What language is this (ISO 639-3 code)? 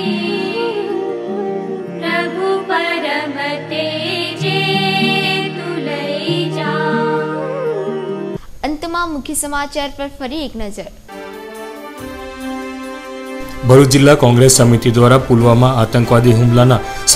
guj